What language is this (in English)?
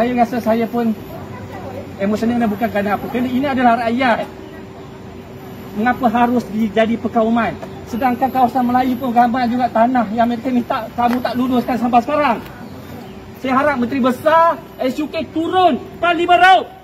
Malay